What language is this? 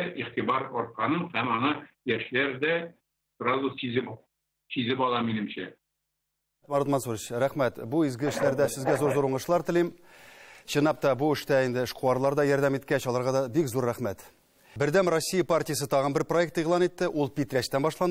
Tatar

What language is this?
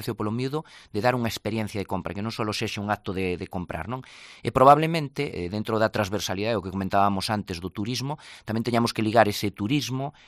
Galician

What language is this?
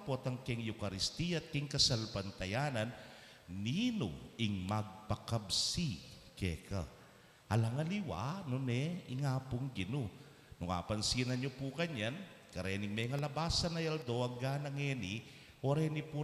Pampanga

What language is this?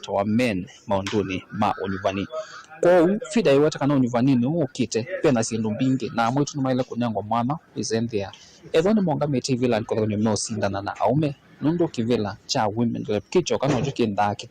Kamba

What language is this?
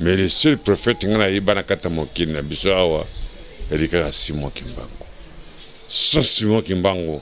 Lingala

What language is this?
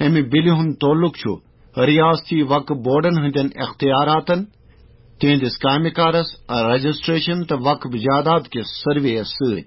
Kashmiri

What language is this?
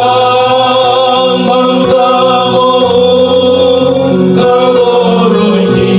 Toraja-Sa'dan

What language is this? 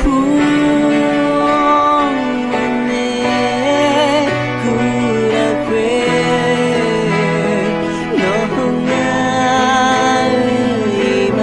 Akha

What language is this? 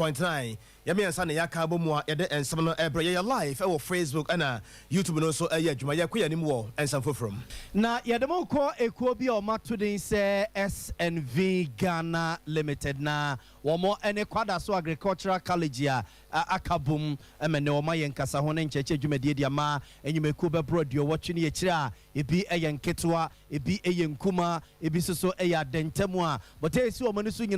Akan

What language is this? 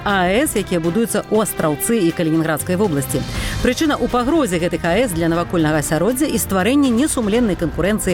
Belarusian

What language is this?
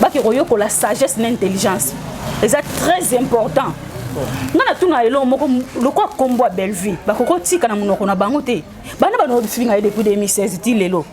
Lingala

